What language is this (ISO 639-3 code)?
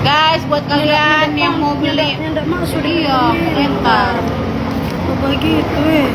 xmm